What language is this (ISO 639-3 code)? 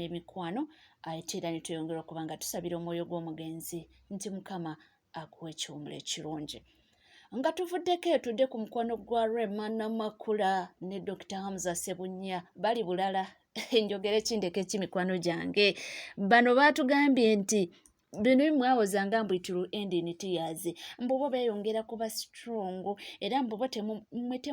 lug